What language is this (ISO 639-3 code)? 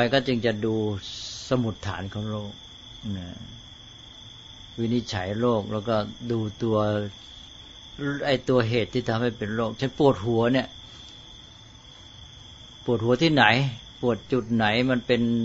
tha